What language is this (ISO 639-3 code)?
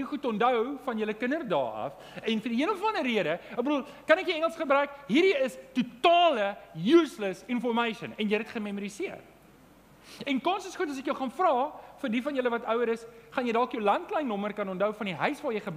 afr